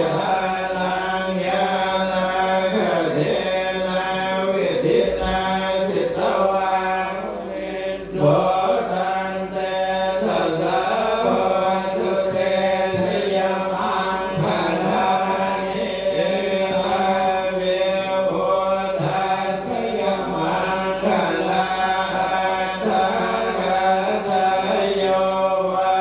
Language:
Pali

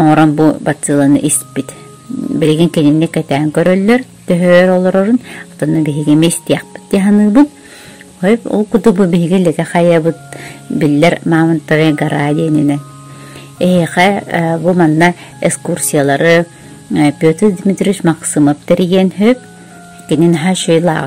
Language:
Yakut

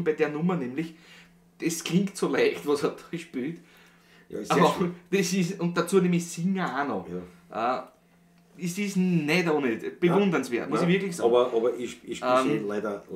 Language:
Bavarian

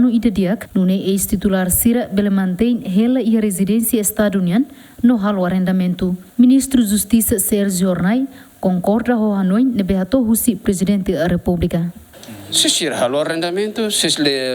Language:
Tetum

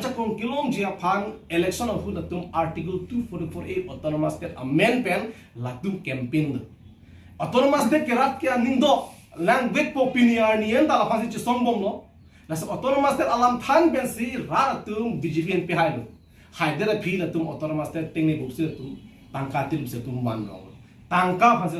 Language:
Karbi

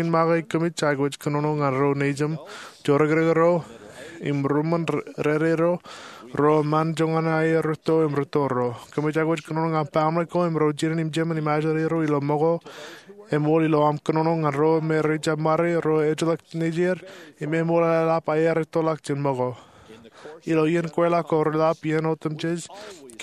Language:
Marshallese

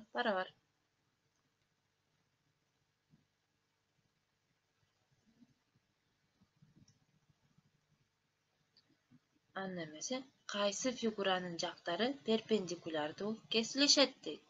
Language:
Kyrgyz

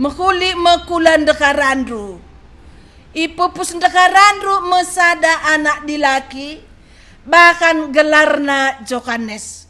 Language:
Batak Karo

